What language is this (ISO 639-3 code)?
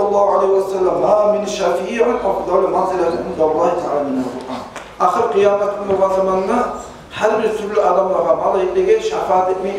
kum